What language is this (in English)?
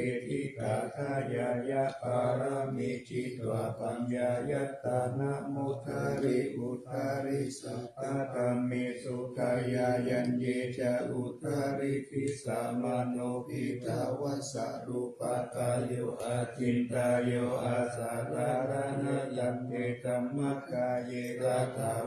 Pali